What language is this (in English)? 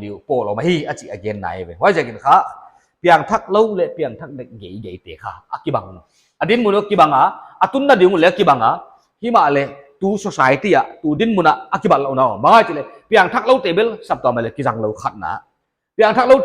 Paite Chin